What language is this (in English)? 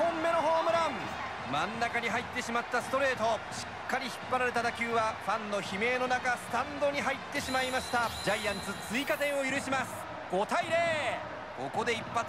Japanese